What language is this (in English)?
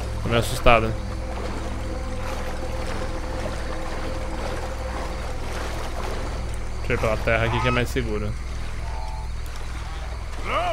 Portuguese